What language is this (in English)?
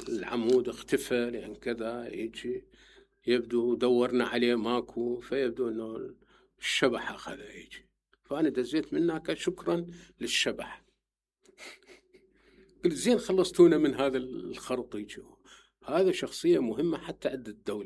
Mesopotamian Arabic